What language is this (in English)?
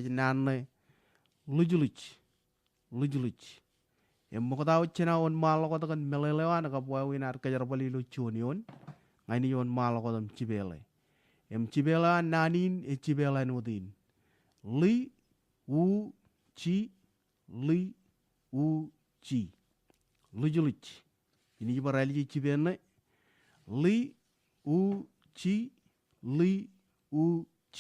Marshallese